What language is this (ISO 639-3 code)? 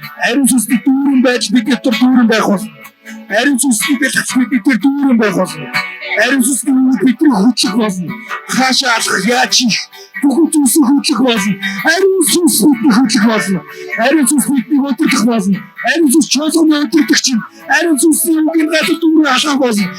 mon